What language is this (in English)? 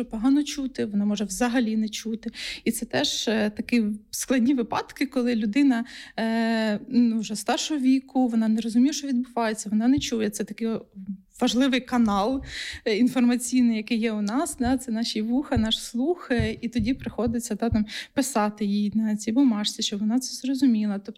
Ukrainian